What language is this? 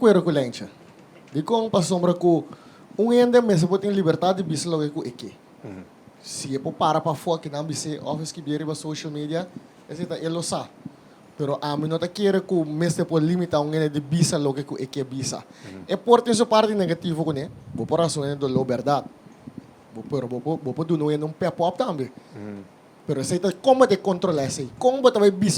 Papiamento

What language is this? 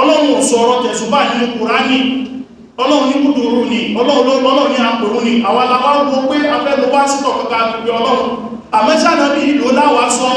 Yoruba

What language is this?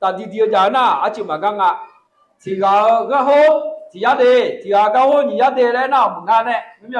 Akha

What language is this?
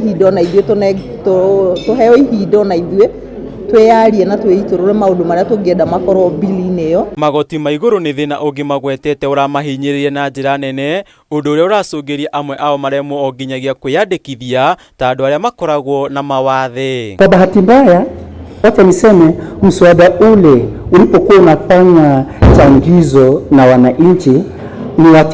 Kikuyu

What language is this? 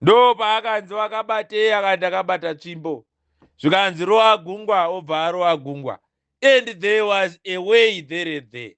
Shona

